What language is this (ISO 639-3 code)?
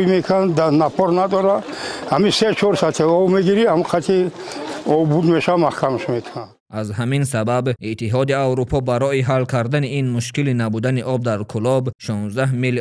tgk